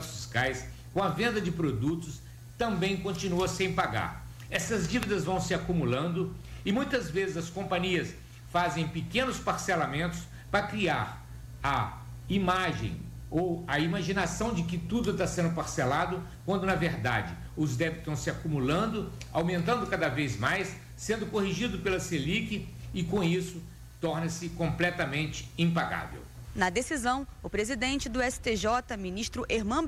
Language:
Portuguese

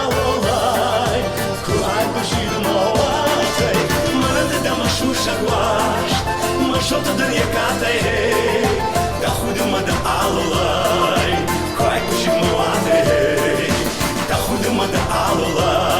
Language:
Ossetic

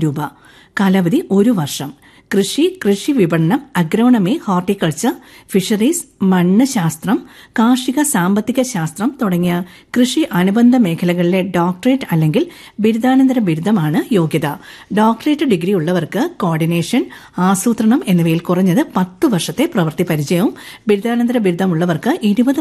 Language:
Malayalam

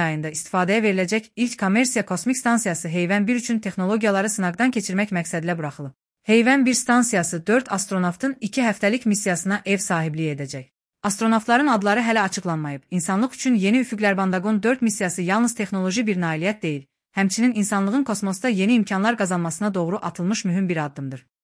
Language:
Azerbaijani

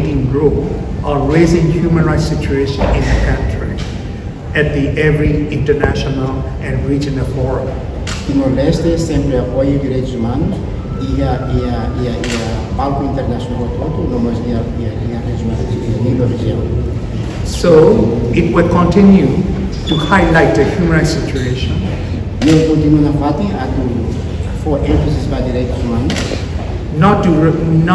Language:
Tetum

